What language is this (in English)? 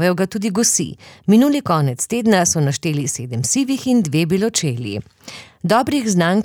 Slovenian